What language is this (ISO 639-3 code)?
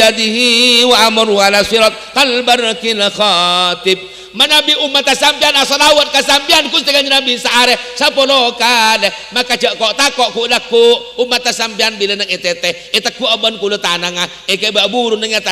mad